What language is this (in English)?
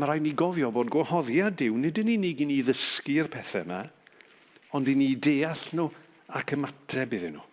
Welsh